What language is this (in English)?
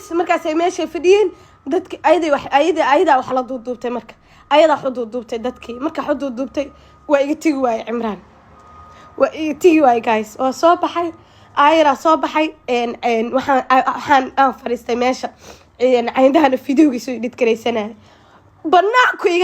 Somali